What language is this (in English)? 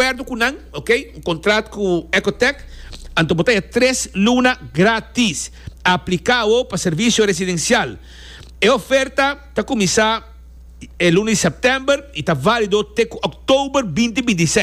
Papiamento